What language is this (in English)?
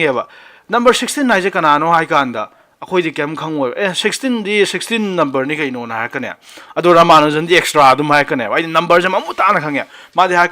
Manipuri